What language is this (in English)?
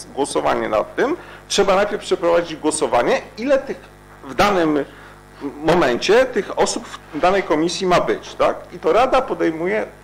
Polish